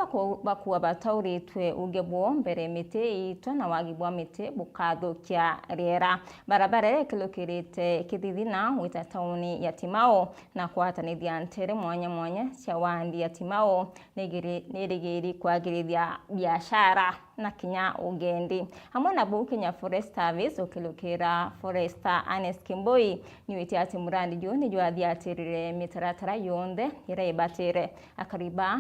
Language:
Meru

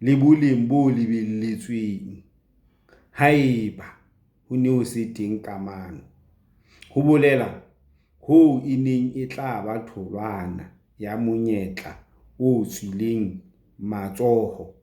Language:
Southern Sotho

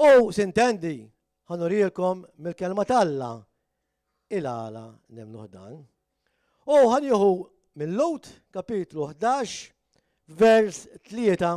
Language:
Maltese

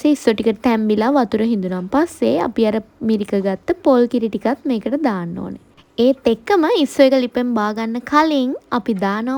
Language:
Sinhala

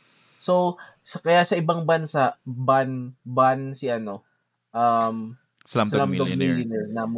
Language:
Bikol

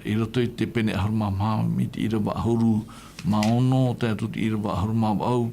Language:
Tahitian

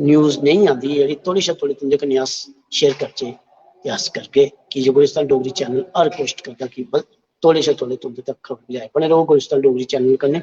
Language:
Dogri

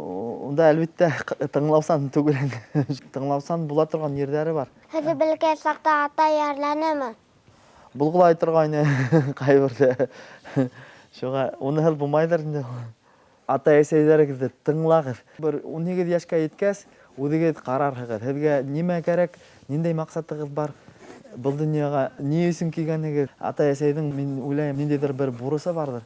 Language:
Bashkir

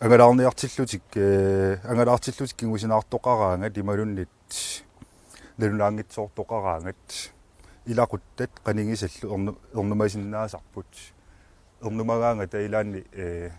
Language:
Kalaallisut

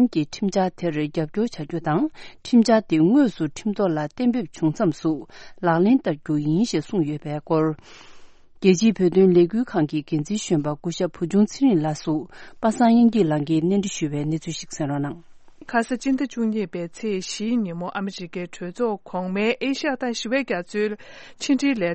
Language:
Tibetan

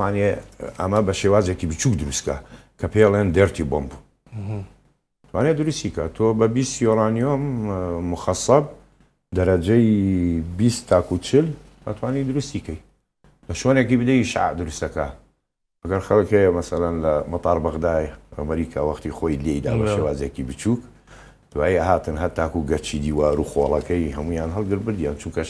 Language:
Central Kurdish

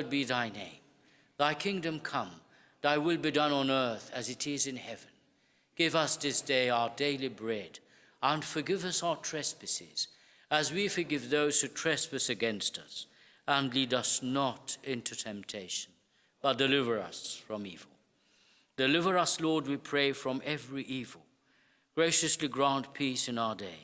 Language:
English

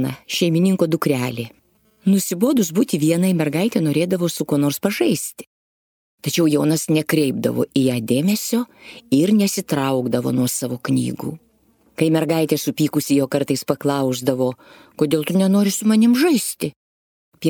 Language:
Lithuanian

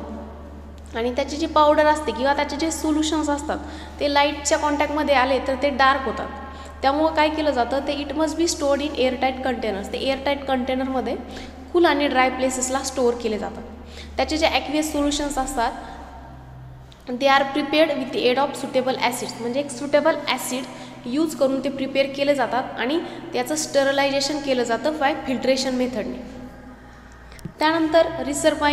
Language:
Marathi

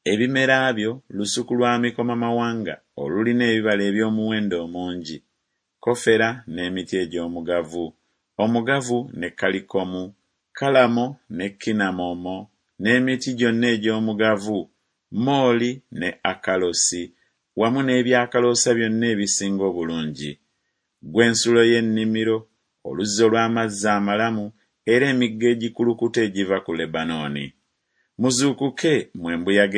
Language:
Ganda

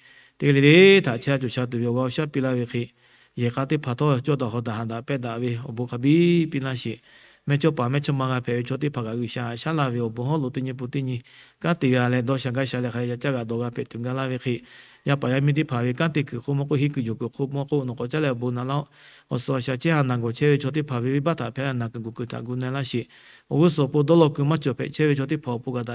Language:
Lahu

